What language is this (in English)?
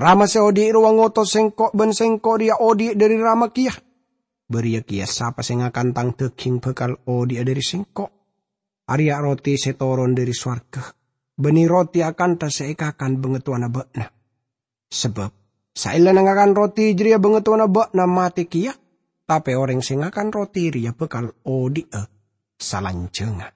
Madurese